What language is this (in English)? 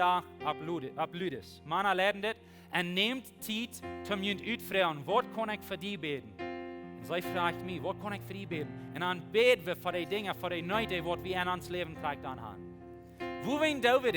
Plautdietsch